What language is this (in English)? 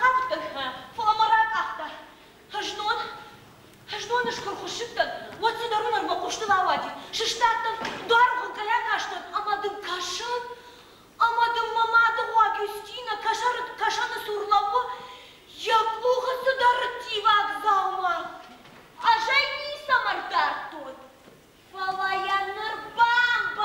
Ossetic